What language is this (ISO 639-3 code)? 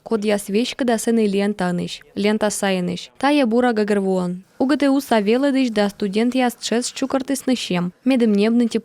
kom